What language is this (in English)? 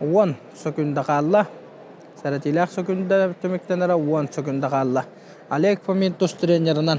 Yakut